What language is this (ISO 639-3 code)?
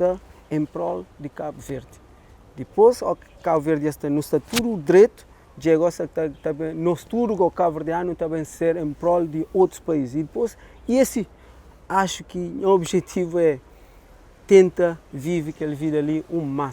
kea